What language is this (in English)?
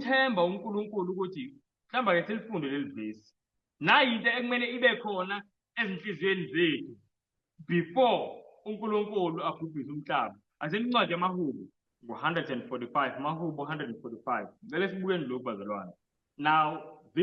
Zulu